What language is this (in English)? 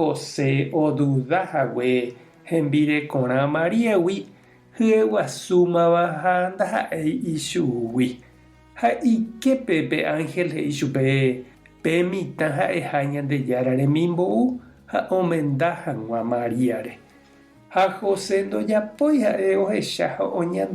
Guarani